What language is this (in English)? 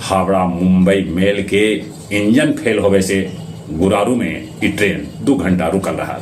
Magahi